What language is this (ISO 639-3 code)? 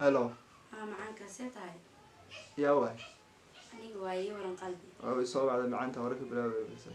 som